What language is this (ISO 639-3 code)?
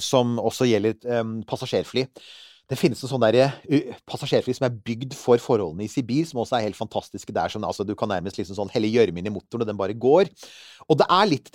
nor